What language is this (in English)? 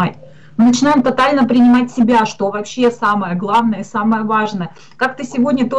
Russian